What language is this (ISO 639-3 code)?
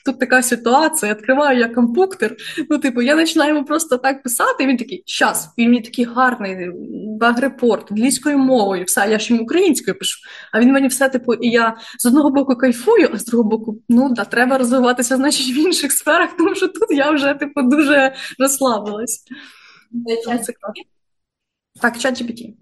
ukr